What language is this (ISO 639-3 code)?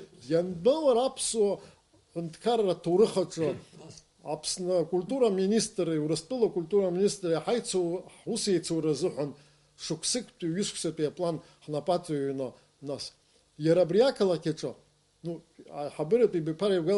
abk